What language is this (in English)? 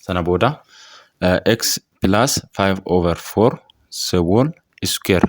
Oromo